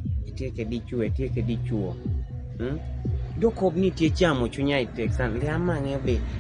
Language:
Kumam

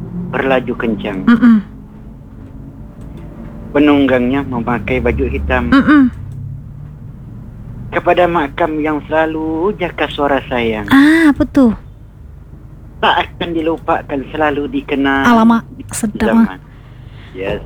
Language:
Malay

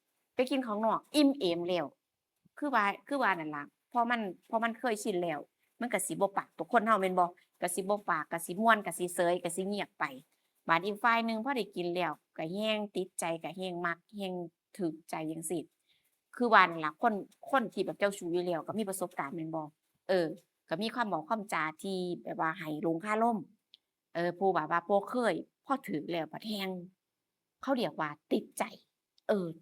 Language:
Northeastern Thai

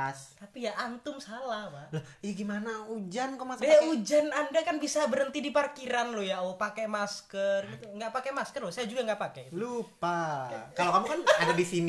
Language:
Indonesian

